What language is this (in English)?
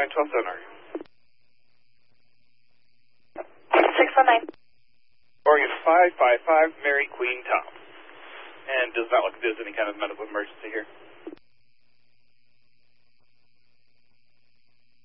English